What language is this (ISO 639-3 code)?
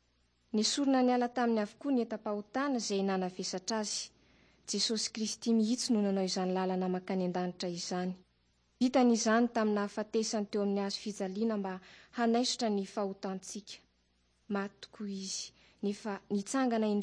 mlg